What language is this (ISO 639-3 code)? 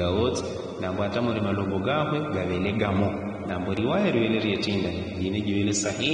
yao